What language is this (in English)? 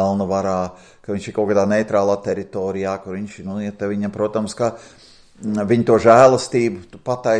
Latvian